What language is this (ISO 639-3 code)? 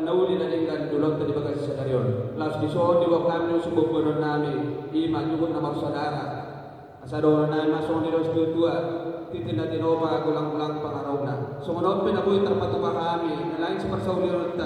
bbc